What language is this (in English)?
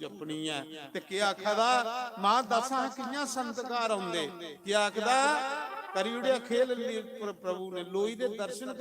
Dogri